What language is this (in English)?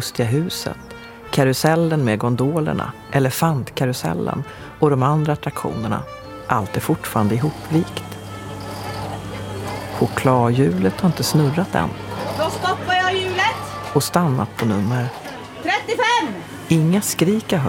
Swedish